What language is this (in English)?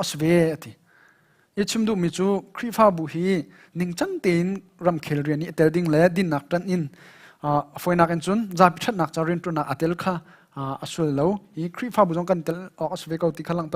Hakha Chin